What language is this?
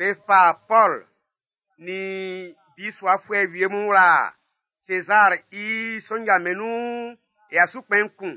Baoulé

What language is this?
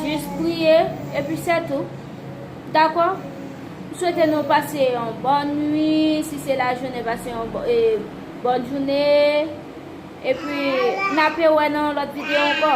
Haitian Creole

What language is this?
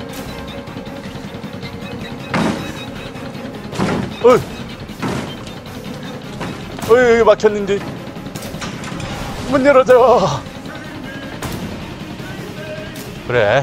Korean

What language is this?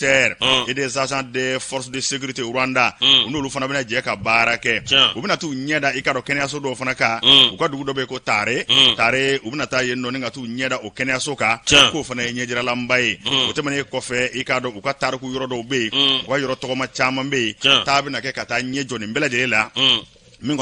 Bambara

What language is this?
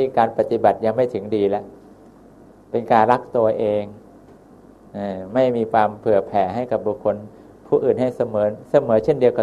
Thai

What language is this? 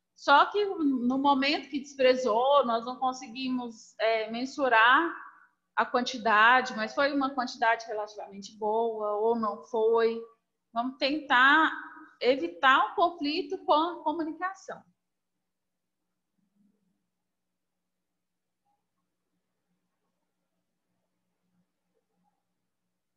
Portuguese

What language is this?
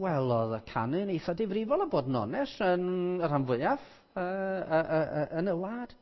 Welsh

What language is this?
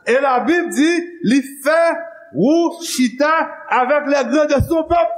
Haitian Creole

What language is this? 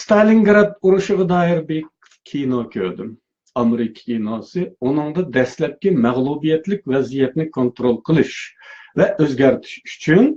Uyghur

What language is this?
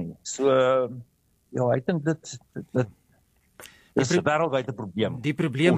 Afrikaans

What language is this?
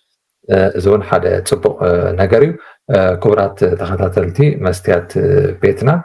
Tigrinya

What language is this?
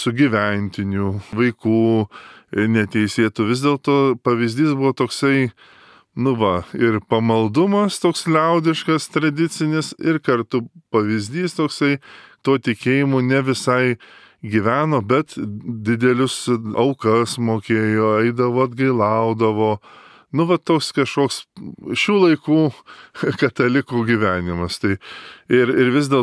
Lithuanian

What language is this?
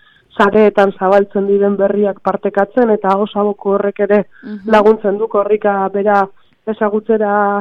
Basque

